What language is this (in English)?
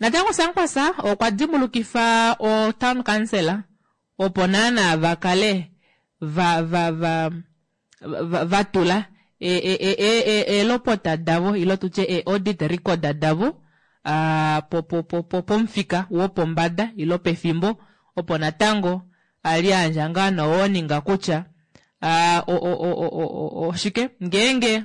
Kuanyama